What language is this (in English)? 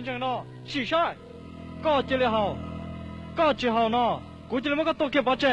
Hmong